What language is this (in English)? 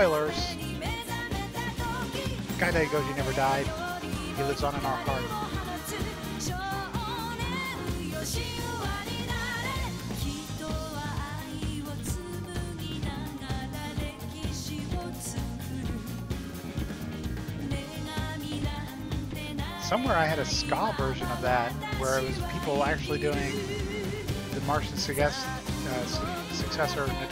English